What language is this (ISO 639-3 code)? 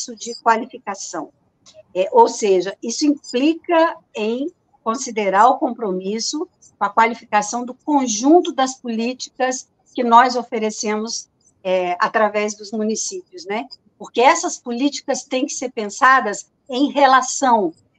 por